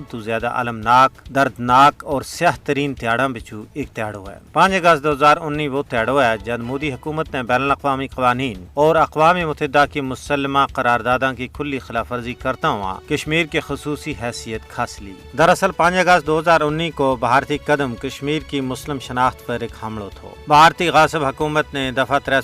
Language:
Gujari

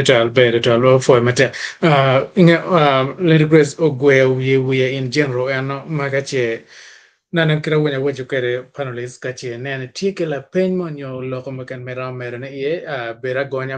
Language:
Acoli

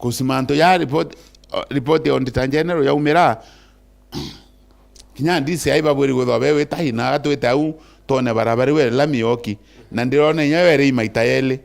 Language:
Meru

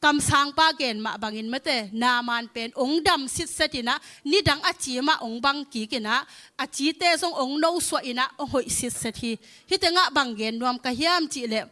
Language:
Tedim Chin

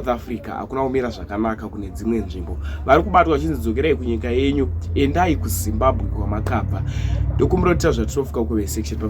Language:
Shona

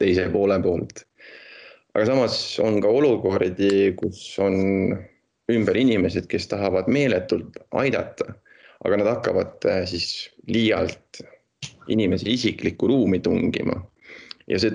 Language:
Estonian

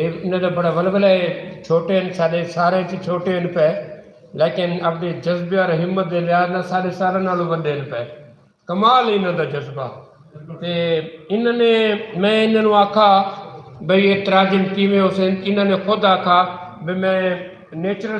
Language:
Saraiki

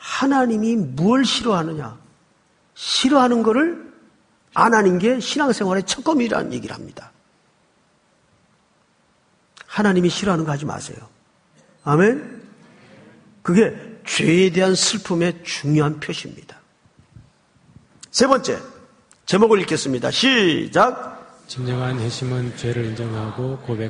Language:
Korean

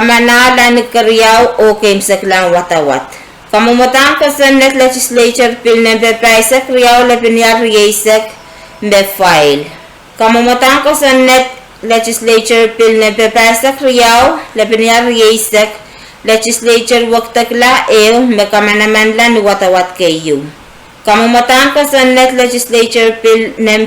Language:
Pohnpeian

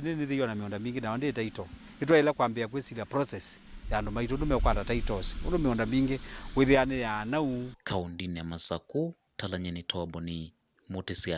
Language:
Kamba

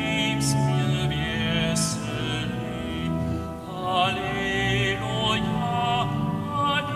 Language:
Upper Sorbian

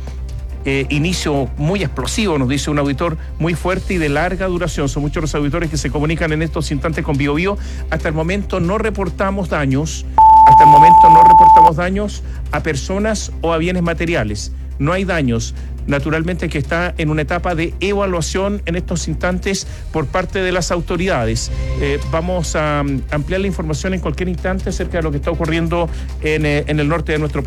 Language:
Spanish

